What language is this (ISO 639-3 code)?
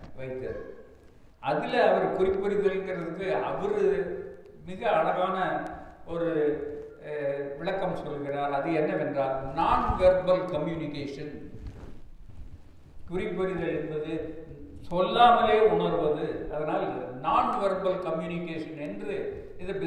tam